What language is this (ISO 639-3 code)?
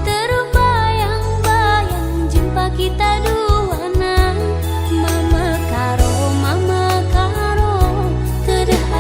btx